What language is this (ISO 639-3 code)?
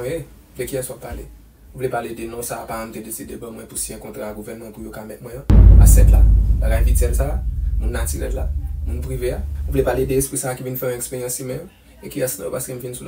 hat